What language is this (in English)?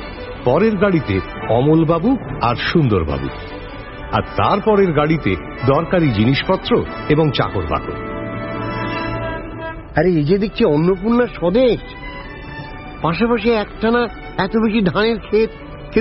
Bangla